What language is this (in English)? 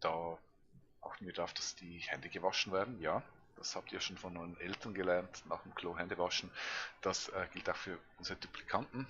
Swiss German